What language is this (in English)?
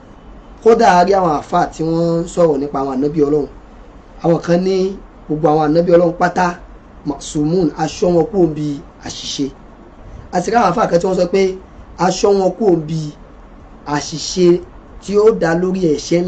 Yoruba